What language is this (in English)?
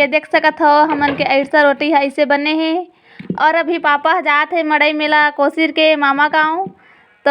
Chhattisgarhi